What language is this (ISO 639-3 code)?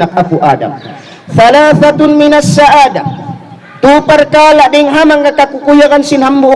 tsg